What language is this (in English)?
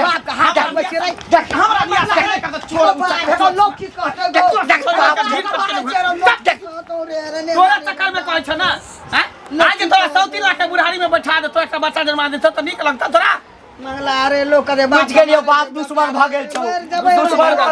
Maithili